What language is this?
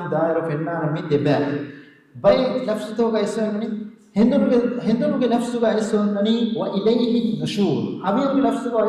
Divehi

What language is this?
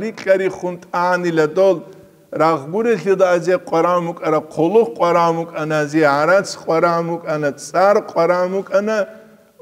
Avaric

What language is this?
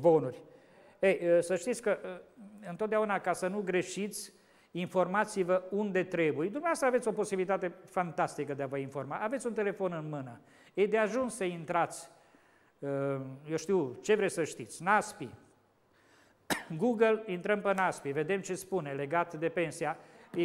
Romanian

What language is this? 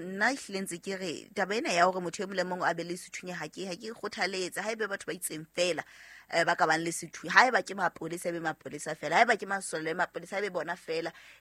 Southern Sotho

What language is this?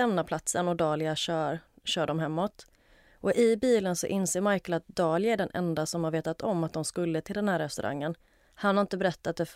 Swedish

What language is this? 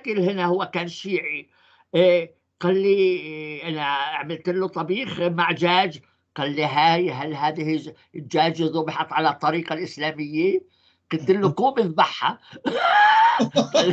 North Levantine Arabic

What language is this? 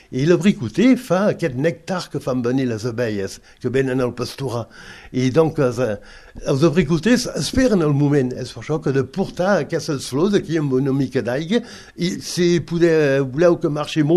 Catalan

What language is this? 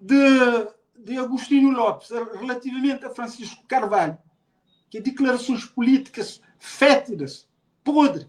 Kabuverdianu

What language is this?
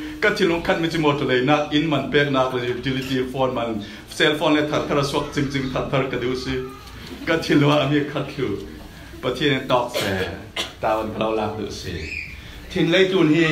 Falam Chin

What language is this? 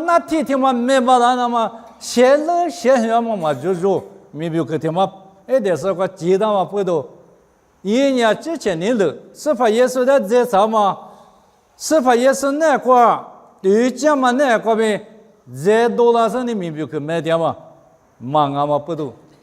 Lisu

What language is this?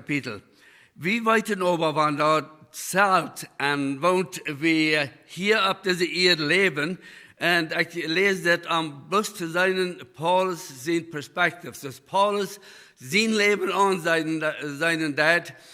Plautdietsch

